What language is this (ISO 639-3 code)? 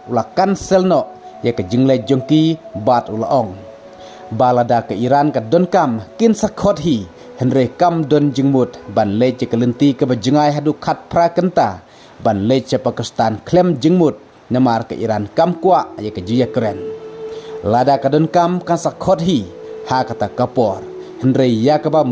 kha